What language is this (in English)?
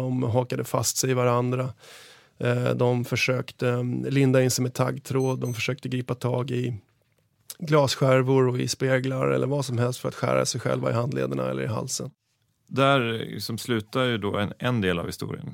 Swedish